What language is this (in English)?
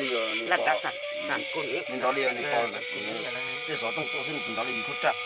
Hmong